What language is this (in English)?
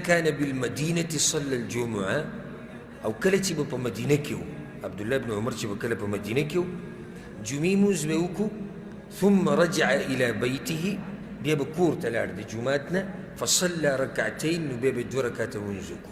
Pashto